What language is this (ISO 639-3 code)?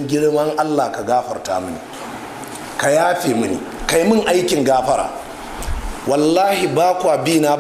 hau